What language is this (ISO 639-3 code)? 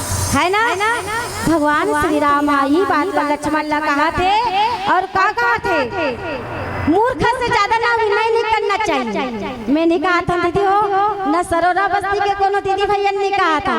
hne